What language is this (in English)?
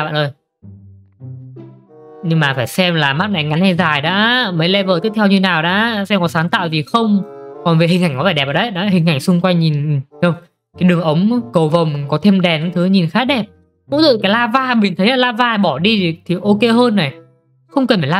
Vietnamese